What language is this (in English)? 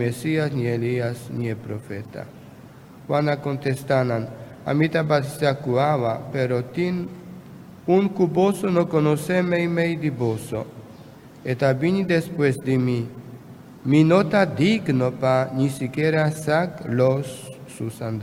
Papiamento